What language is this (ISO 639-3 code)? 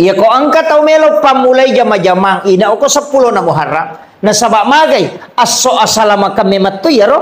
bug